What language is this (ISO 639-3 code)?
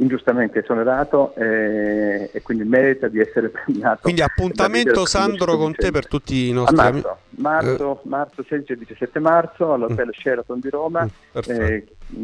ita